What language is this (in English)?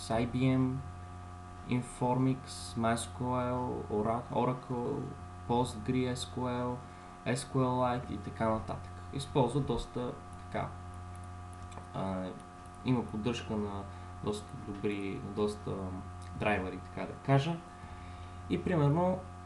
Bulgarian